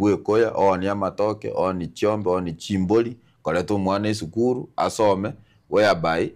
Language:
Gusii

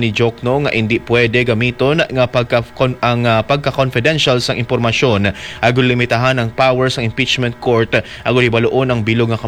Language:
Hiligaynon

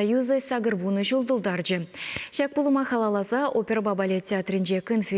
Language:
Chuvash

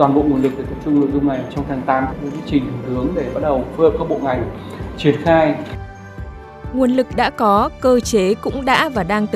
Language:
Vietnamese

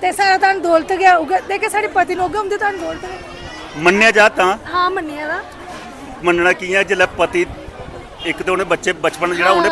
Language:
Dogri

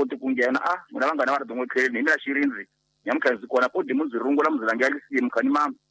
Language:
Tsonga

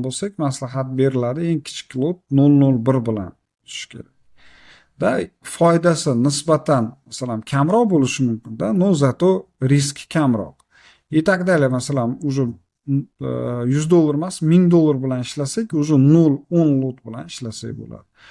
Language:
Uzbek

